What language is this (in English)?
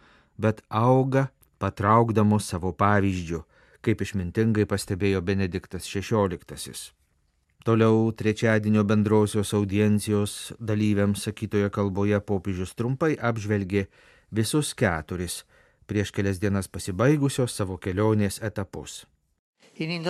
Lithuanian